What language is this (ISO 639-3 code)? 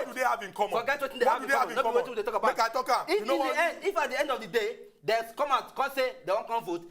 pcm